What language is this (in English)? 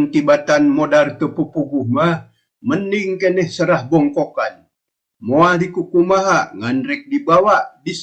Sundanese